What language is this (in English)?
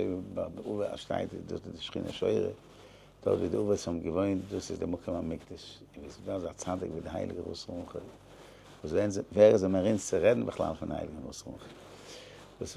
Yiddish